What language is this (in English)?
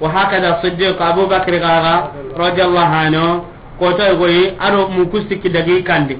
Soninke